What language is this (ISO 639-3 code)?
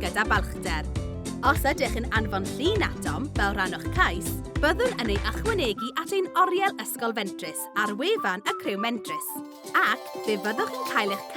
cym